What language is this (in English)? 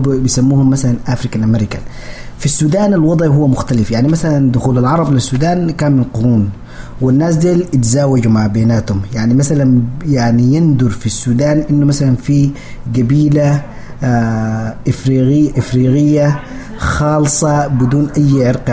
Sudanese Arabic